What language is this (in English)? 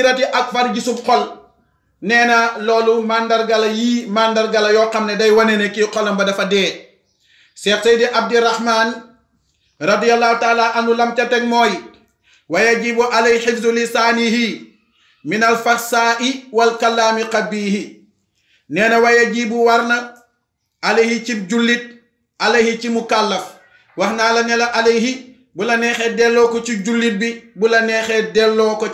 Wolof